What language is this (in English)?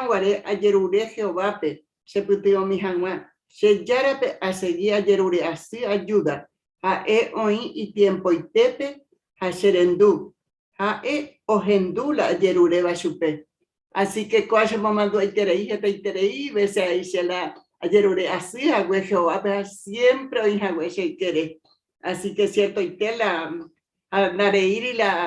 Guarani